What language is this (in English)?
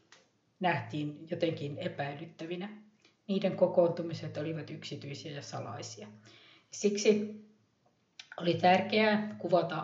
Finnish